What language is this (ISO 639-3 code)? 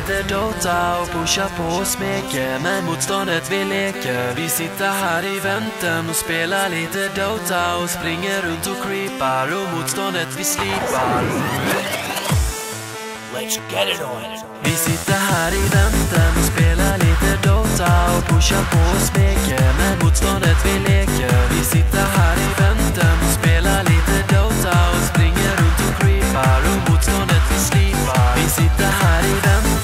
swe